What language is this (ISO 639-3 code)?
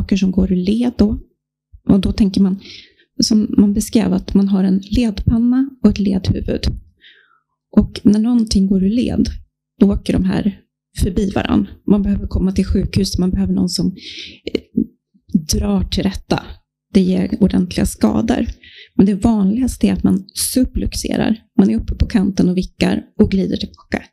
swe